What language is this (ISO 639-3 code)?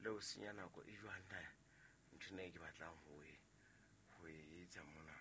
sot